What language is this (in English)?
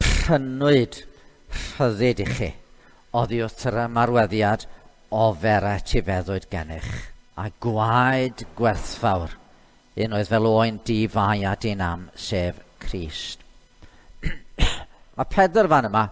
Welsh